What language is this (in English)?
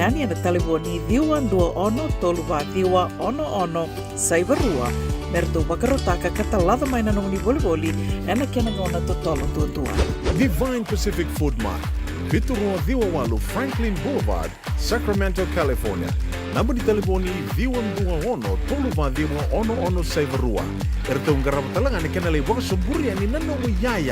Fijian